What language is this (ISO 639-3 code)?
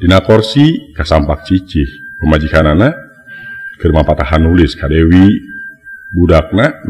sun